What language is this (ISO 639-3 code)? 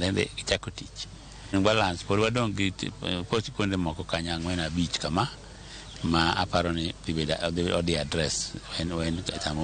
luo